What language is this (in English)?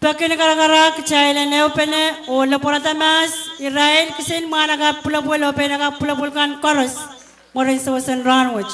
Pohnpeian